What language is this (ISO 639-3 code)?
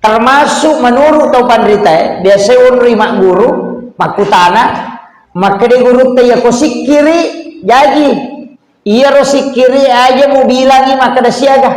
bug